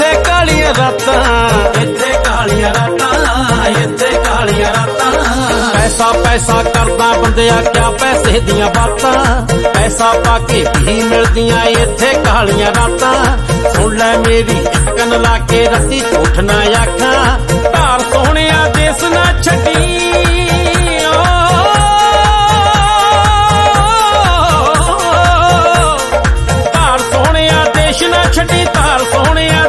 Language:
Punjabi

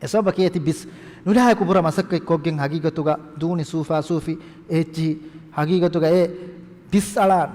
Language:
Divehi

